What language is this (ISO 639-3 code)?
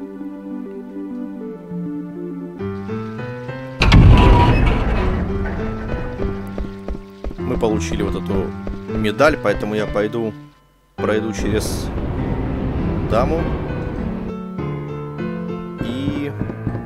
rus